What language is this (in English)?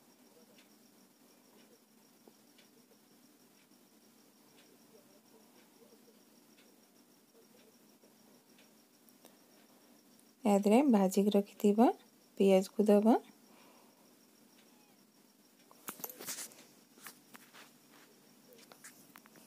Odia